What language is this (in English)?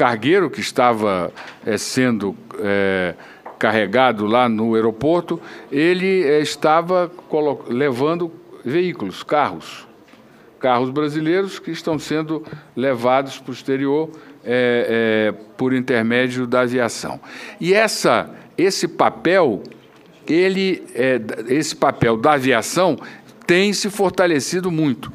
Portuguese